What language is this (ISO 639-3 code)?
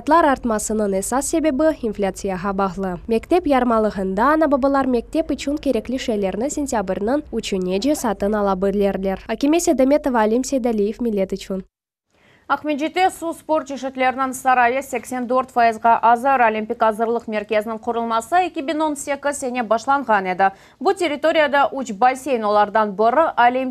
crh